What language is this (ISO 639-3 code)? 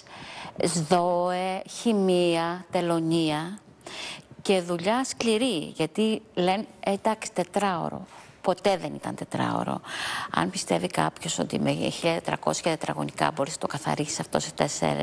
ell